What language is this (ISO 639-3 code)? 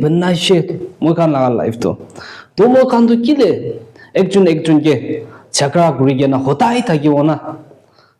nag